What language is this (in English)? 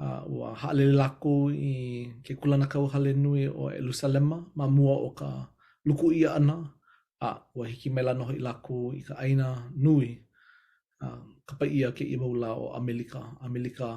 Hawaiian